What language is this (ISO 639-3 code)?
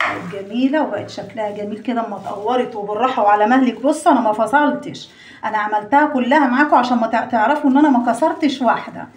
arz